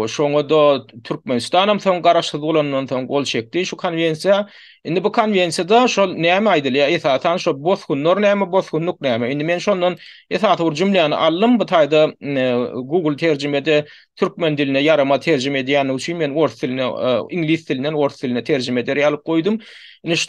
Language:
Turkmen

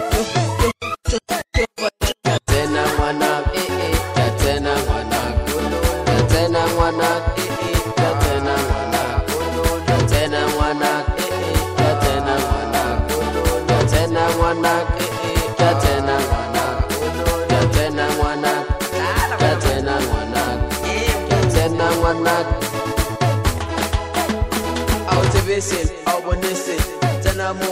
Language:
Swahili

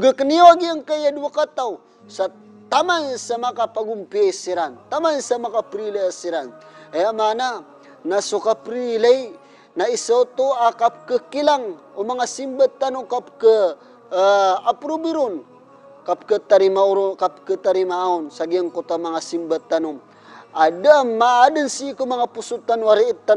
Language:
Maranao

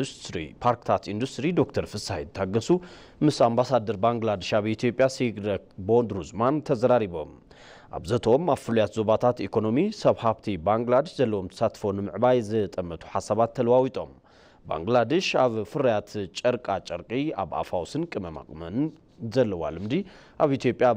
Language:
Tigrinya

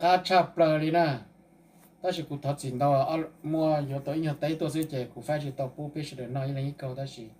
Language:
Hmong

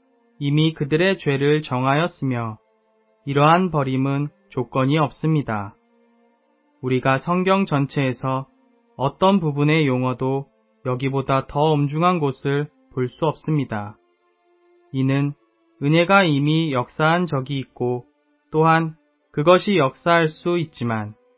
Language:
Korean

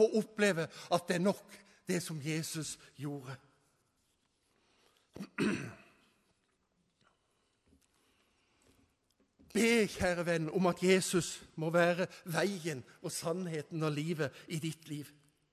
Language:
Norwegian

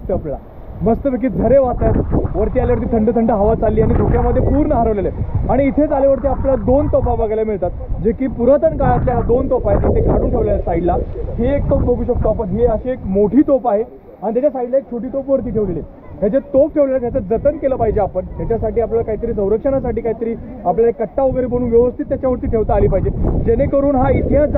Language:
Marathi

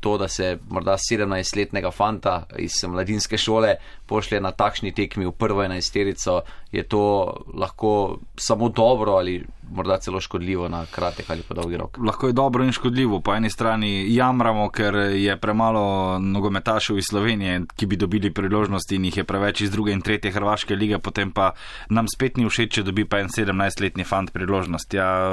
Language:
Slovenian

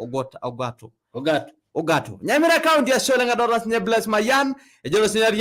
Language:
Masai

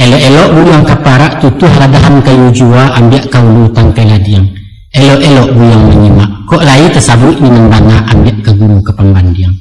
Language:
Minangkabau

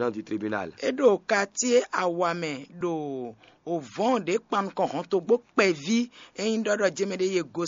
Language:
Fon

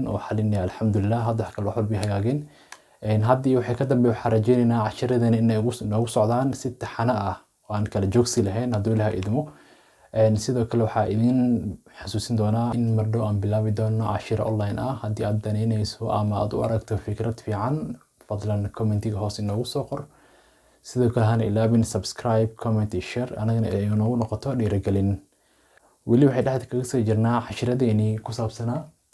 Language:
Somali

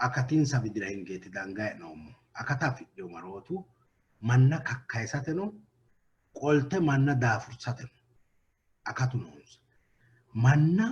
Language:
Sidamo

